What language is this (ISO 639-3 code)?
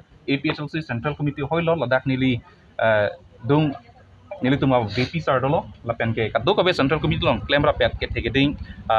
mjw